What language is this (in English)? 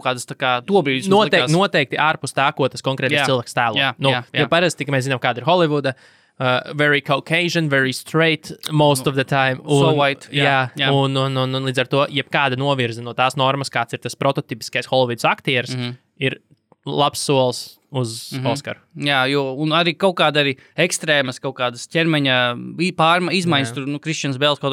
Latvian